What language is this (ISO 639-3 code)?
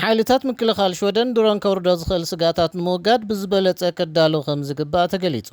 tir